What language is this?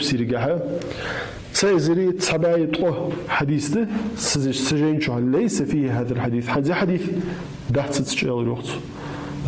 Ingush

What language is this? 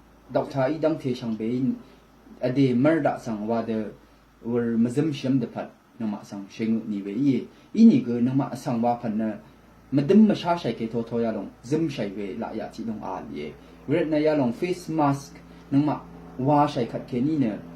Rawang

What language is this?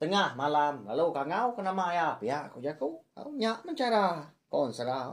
Iban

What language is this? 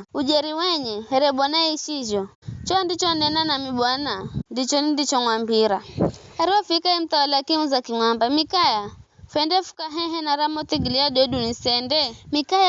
Giryama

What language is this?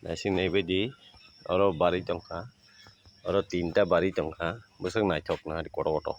Kok Borok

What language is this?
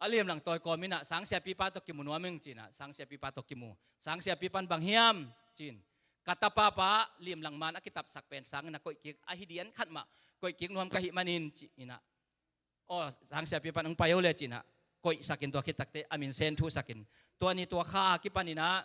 Tedim Chin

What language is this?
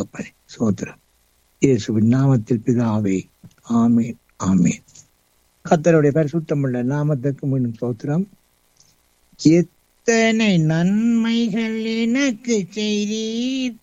Tamil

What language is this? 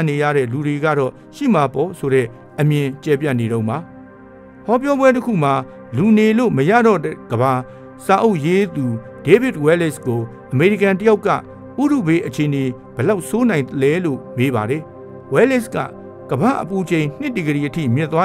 Burmese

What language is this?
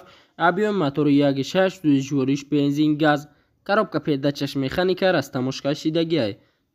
Tajik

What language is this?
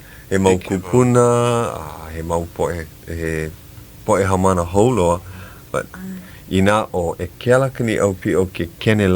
Hawaiian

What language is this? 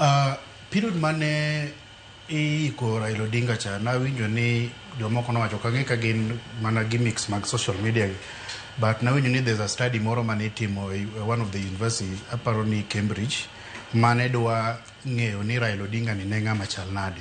Luo (Kenya and Tanzania)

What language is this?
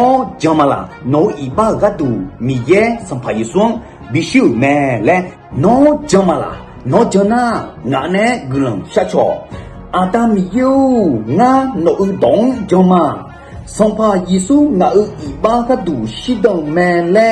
Akha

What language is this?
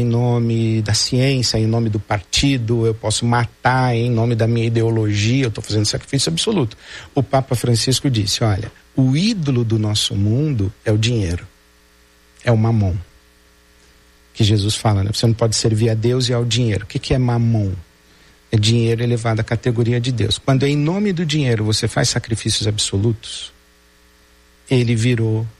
Portuguese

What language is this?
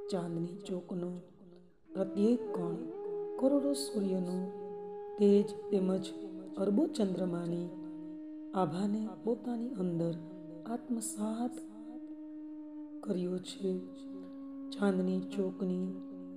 Gujarati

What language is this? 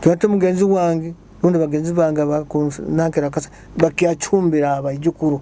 Nyoro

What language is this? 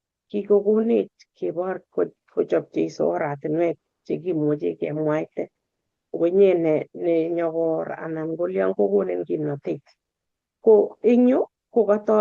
Kalenjin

